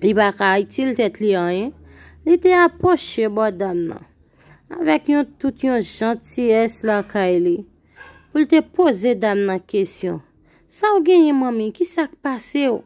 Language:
Haitian Creole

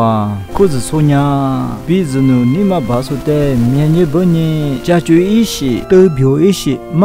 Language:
Lisu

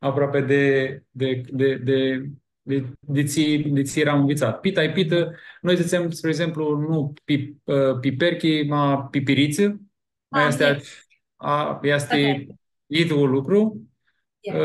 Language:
Aromanian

